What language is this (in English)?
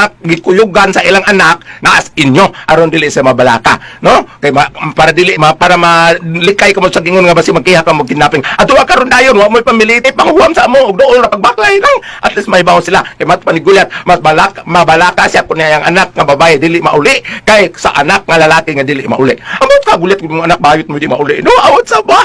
Cebuano